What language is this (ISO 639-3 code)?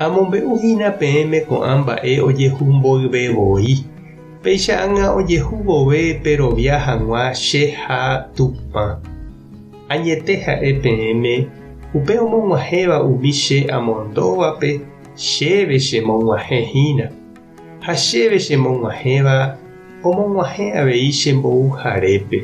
grn